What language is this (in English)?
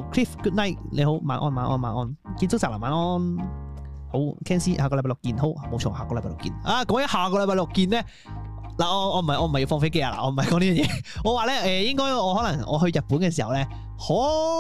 Cantonese